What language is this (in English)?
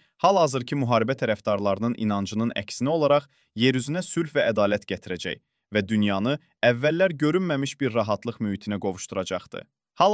Azerbaijani